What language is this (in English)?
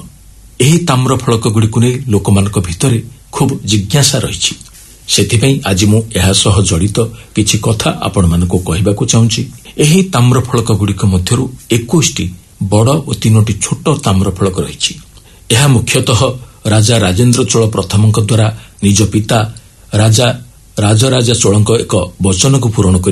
Odia